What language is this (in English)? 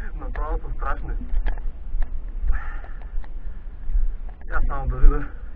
Bulgarian